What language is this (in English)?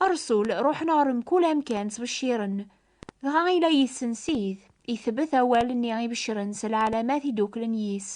Kabyle